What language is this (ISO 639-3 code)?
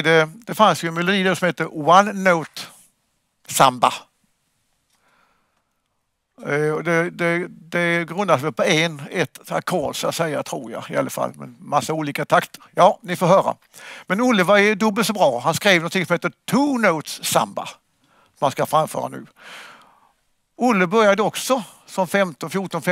swe